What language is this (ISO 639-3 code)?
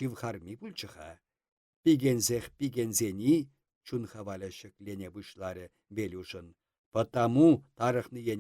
chv